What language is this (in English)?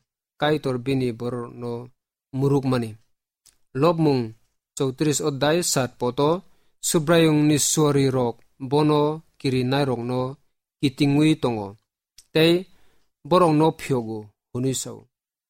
Kok Borok